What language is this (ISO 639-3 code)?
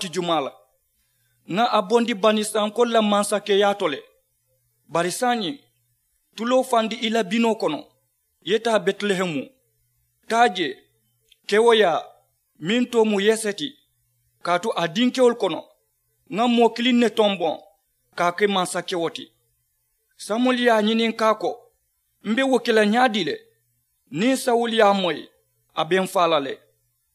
man